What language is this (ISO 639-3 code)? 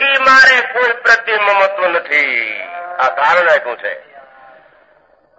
guj